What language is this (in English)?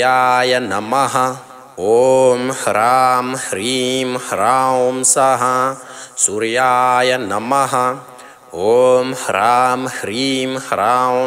Sanskrit